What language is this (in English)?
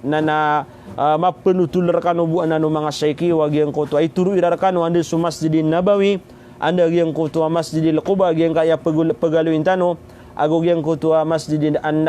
Maranao